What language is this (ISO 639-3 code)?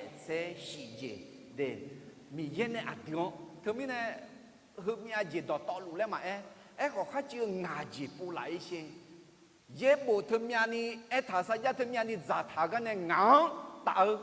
ahk